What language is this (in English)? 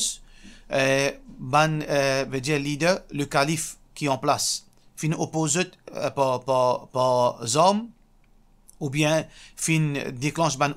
Morisyen